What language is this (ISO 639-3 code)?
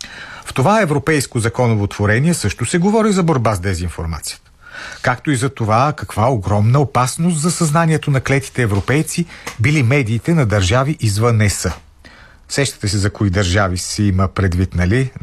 bul